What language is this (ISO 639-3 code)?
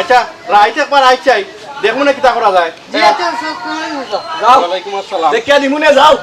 syl